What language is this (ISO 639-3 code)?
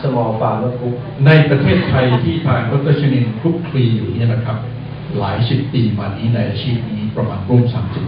tha